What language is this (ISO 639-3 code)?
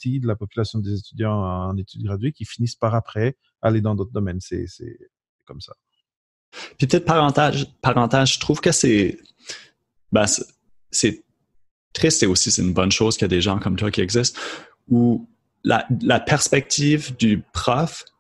fra